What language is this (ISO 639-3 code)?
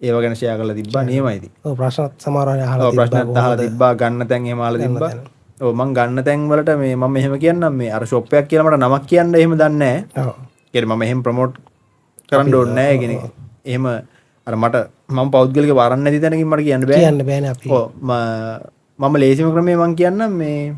sin